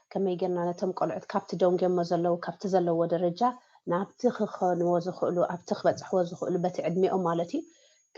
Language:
Tigrinya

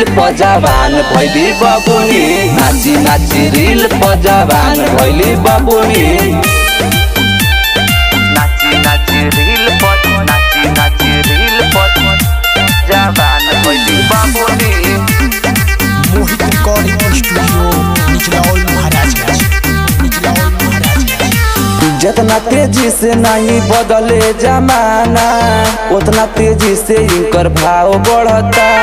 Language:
Bhojpuri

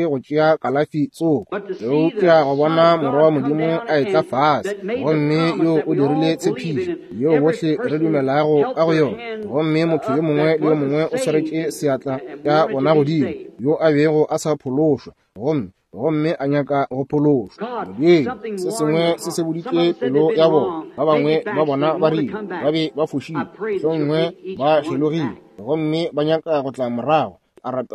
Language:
Northern Sotho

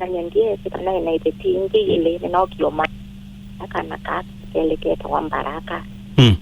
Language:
Kamba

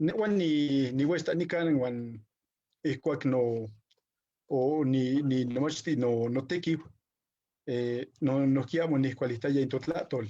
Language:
Eastern Huasteca Nahuatl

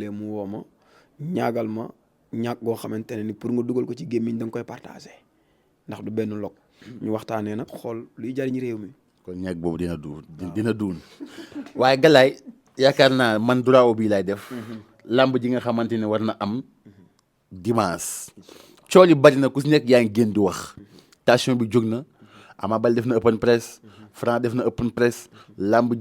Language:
Wolof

